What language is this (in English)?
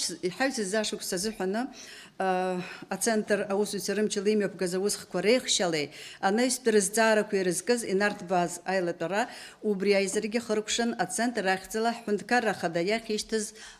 Abkhazian